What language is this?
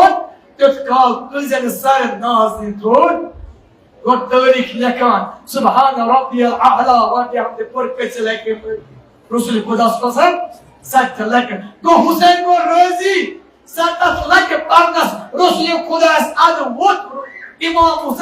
Kashmiri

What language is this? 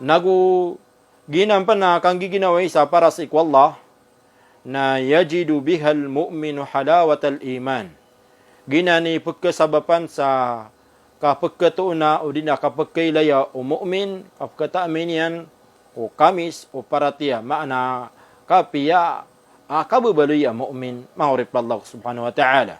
Maranao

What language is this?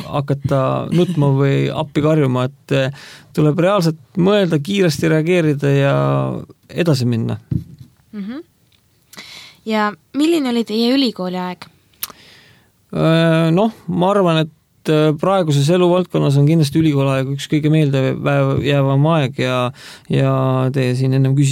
Estonian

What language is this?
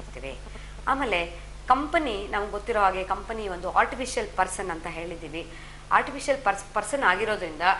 Kannada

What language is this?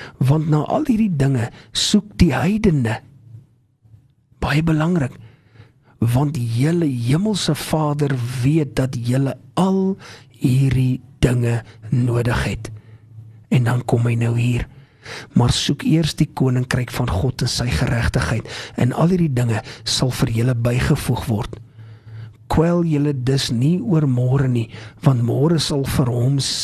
Afrikaans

